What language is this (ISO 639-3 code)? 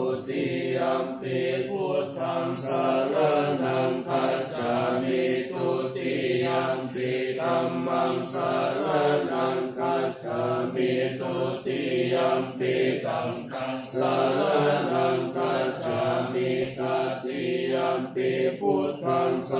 pli